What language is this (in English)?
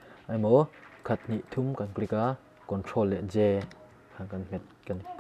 Mizo